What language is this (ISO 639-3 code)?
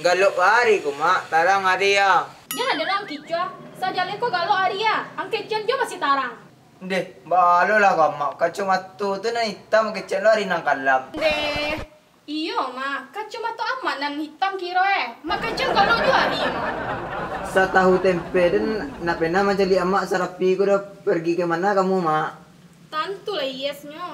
min